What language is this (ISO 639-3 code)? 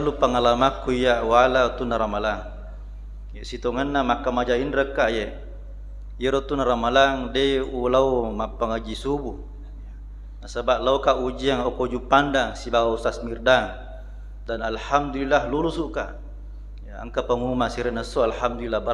bug